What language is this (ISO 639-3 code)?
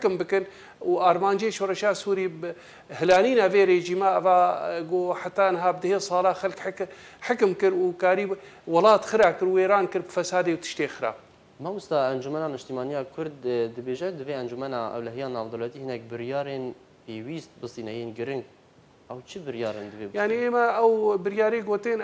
kur